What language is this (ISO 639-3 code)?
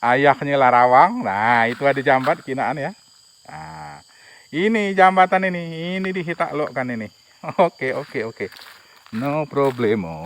mui